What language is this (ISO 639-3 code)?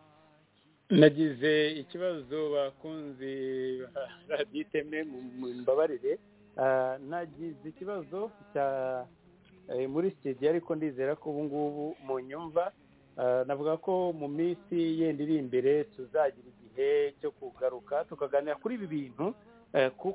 kin